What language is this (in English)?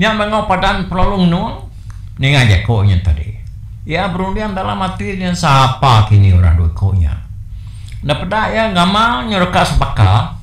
Iban